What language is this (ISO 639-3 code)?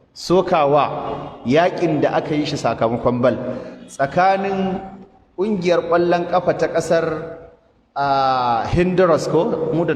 hau